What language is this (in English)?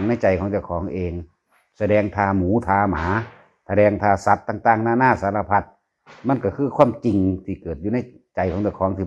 Northeastern Thai